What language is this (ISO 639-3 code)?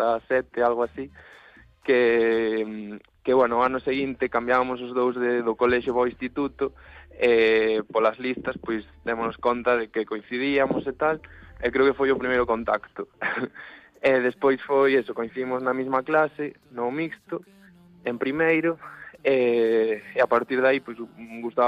glg